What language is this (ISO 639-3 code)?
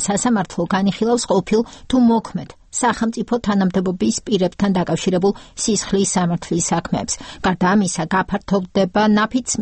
kat